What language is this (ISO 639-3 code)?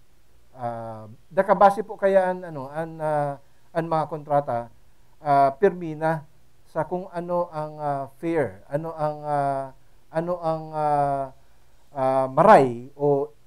bik